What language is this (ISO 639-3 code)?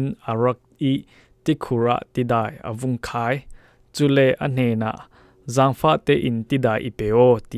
cfm